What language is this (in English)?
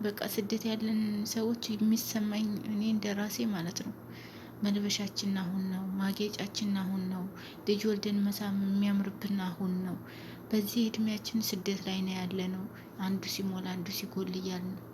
Amharic